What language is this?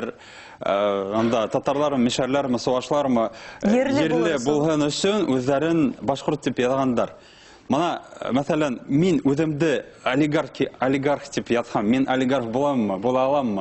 Bashkir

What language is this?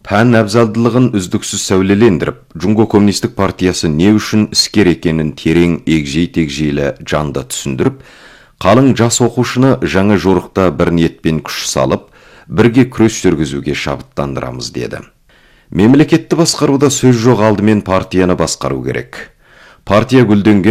Kazakh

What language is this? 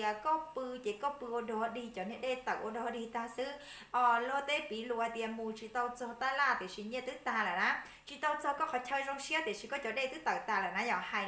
Hmong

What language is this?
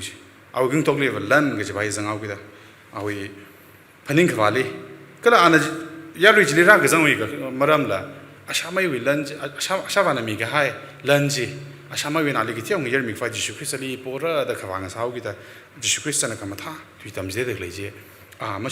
Tangkhul Naga (India)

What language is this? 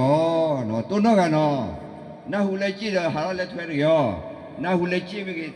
S'gaw Karen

